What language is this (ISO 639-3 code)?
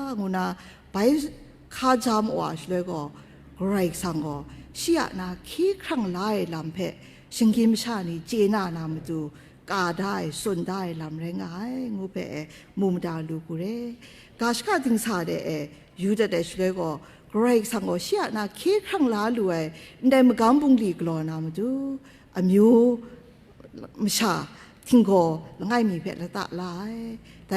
kac